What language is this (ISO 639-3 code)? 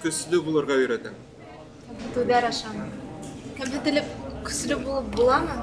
bak